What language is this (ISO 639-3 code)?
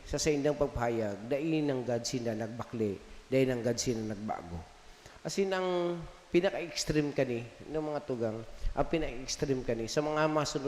bik